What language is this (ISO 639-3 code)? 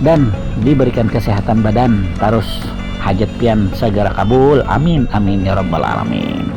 bjn